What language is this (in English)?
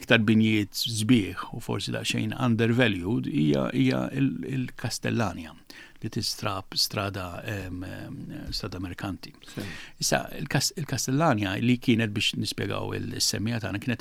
Maltese